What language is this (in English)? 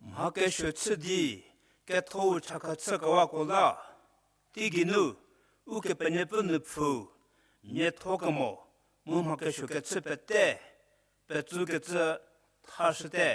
Angami Naga